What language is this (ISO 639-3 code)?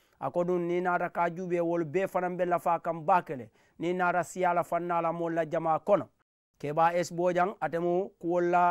man